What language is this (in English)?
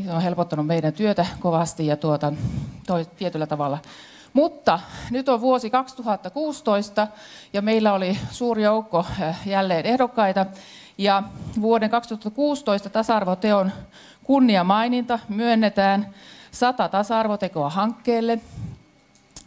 Finnish